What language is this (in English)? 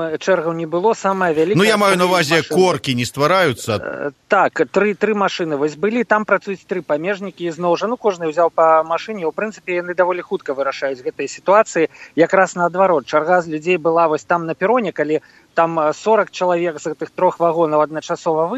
Belarusian